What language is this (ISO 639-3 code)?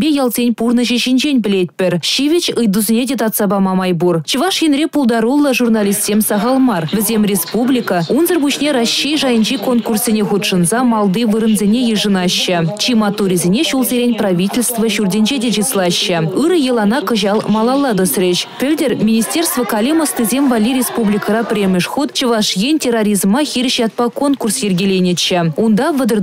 chv